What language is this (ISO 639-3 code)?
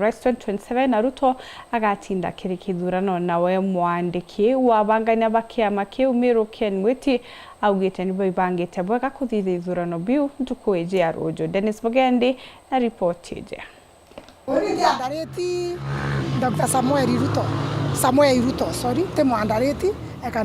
mer